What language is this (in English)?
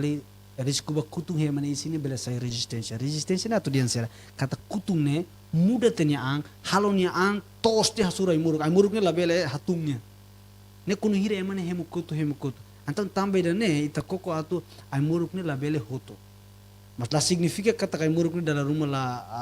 Tetum